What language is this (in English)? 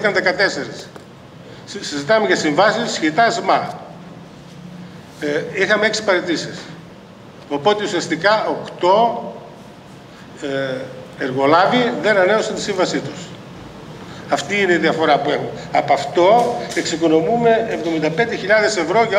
Greek